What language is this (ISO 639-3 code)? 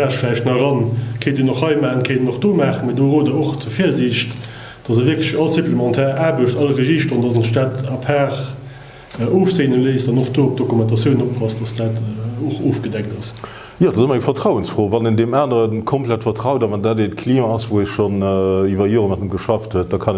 ltz